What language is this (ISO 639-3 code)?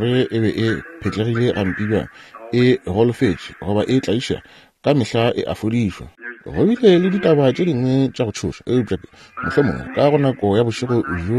nso